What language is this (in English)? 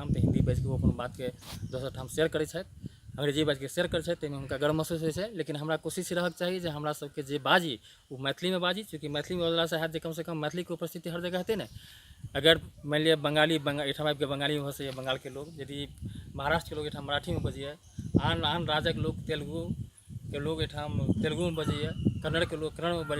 Maithili